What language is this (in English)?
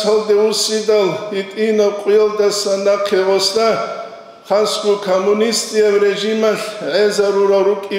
Avaric